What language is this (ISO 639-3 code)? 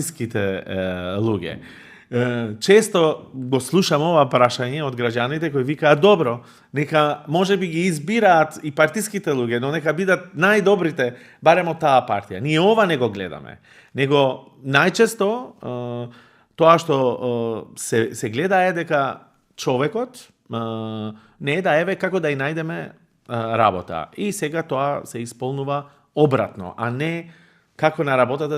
mkd